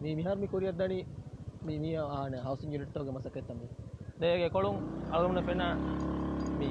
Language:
Divehi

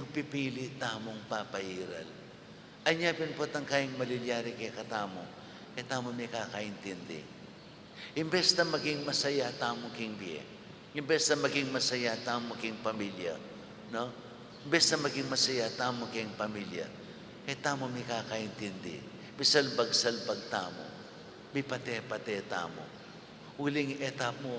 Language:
Pampanga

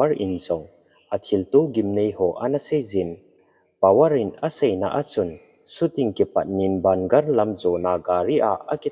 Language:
Thado Chin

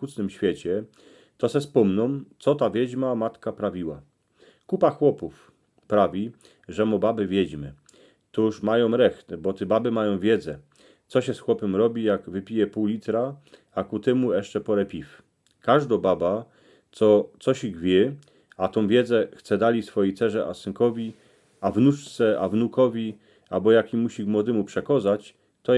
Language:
Silesian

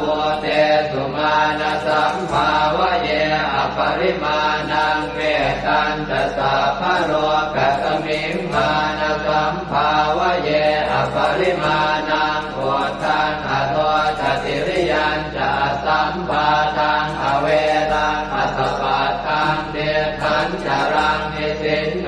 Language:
Pali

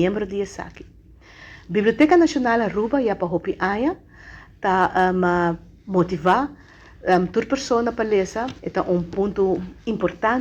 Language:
Papiamento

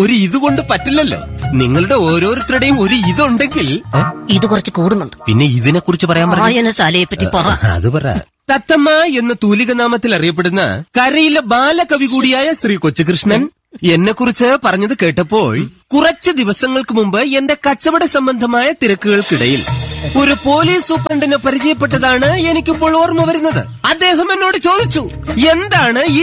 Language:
Malayalam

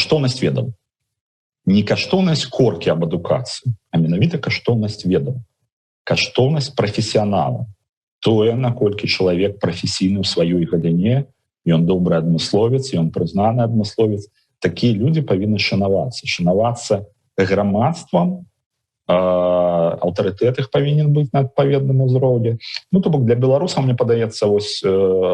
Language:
Belarusian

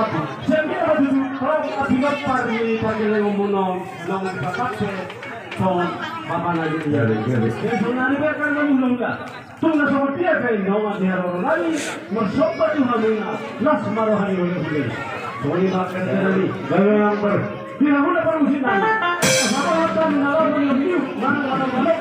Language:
Batak Toba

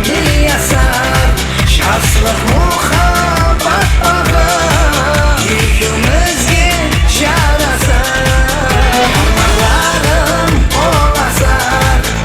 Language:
Kara-Kalpak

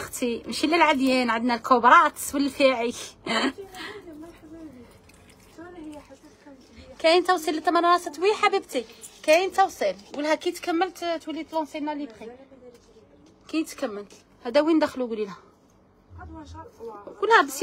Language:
Algerian Arabic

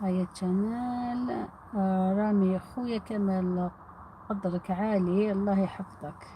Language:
Algerian Arabic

